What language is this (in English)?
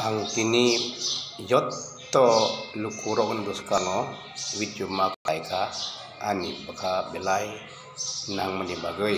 Kok Borok